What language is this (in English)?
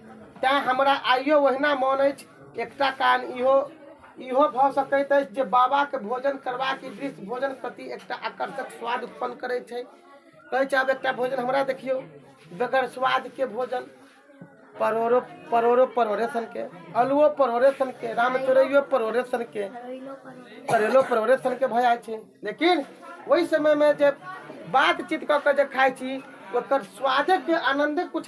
Maithili